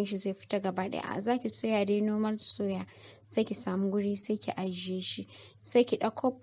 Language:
Hausa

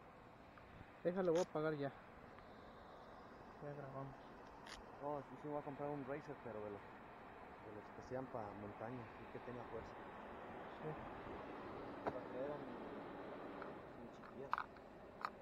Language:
Spanish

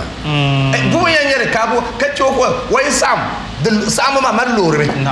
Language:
Dagbani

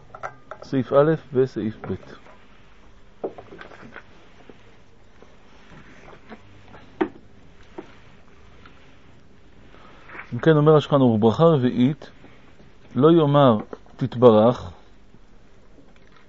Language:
Hebrew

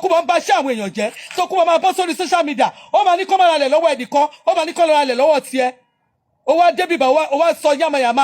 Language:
Yoruba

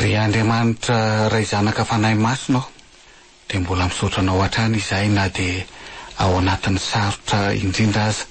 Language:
Malagasy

